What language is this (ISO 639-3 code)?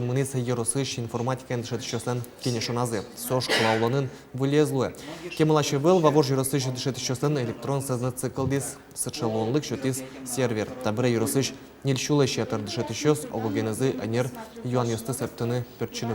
udm